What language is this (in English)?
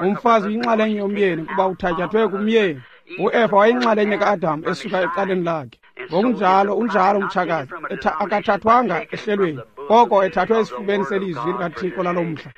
Xhosa